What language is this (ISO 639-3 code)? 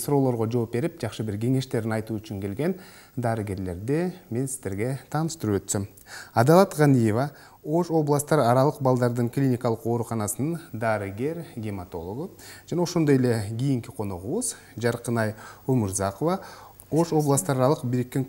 kir